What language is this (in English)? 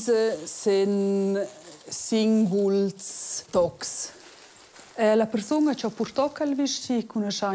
Romansh